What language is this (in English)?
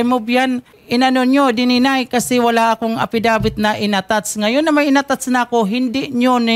Filipino